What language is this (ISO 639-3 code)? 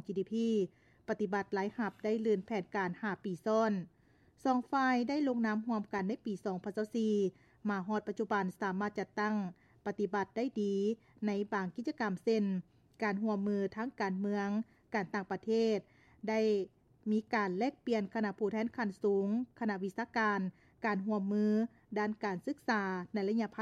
lao